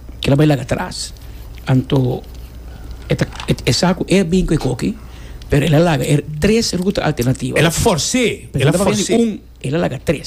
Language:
Papiamento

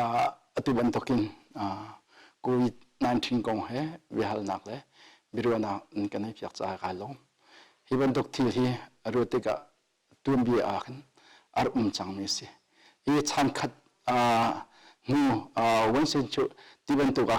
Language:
Hakha Chin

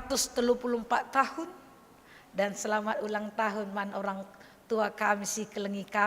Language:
Batak Karo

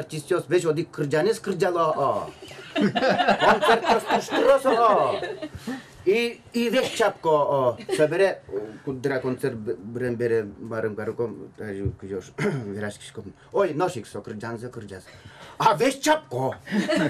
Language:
Udmurt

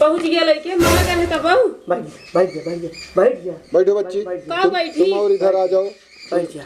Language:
Awadhi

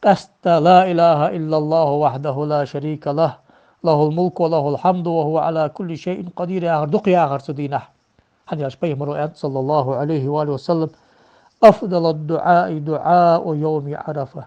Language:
Ingush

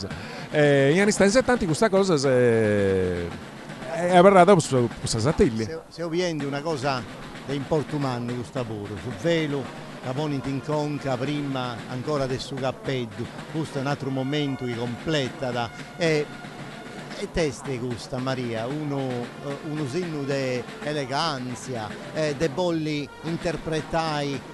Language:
Sardinian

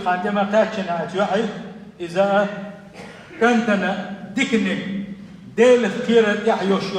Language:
Chechen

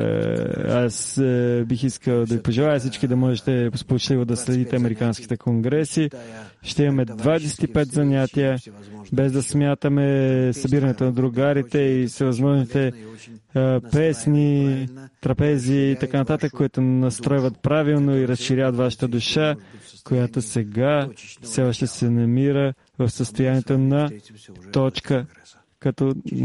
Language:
Bulgarian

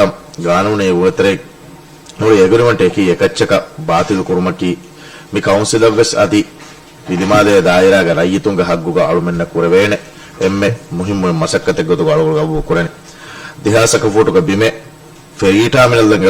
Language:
Divehi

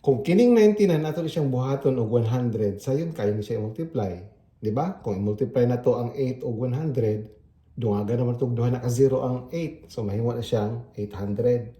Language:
Cebuano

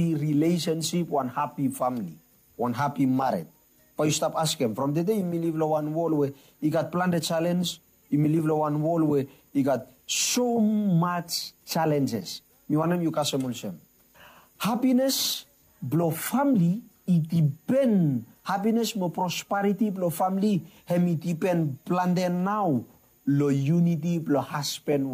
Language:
Bislama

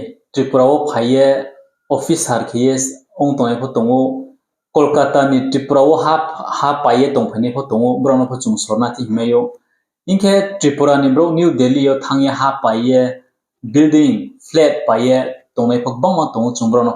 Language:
Riang (India)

